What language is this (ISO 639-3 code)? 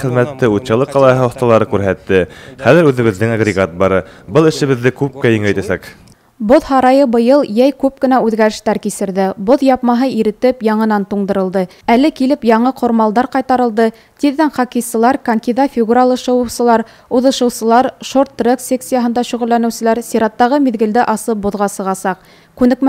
bak